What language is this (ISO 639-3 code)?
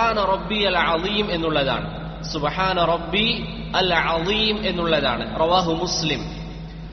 mal